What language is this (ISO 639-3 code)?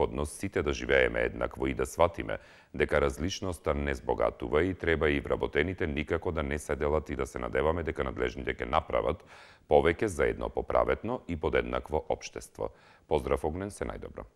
mkd